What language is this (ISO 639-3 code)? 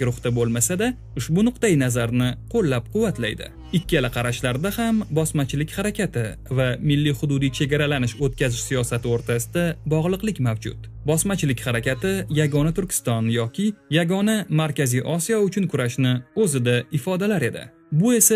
uzb